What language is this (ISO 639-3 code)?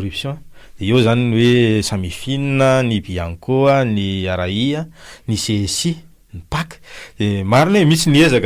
mlg